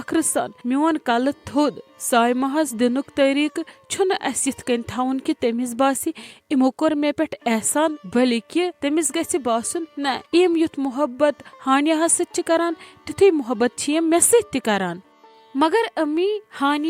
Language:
Kashmiri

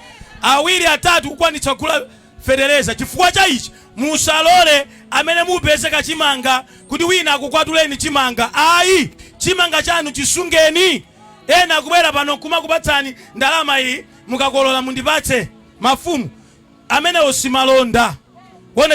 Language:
Nyanja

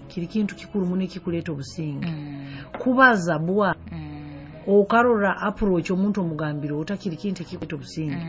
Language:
Nyoro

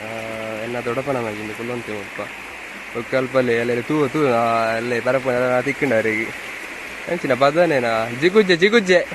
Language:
Tulu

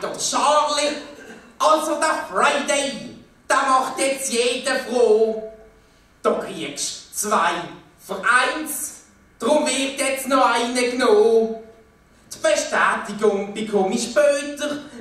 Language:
Swiss German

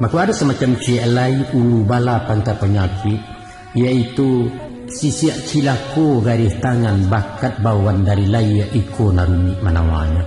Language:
Minangkabau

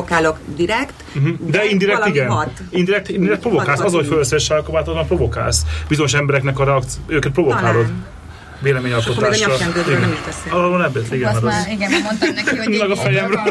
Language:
Hungarian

